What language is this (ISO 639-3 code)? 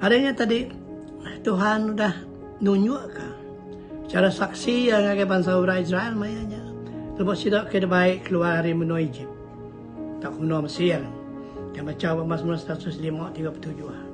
iba